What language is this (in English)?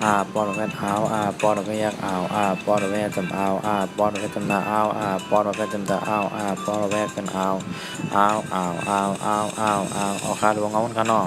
Shan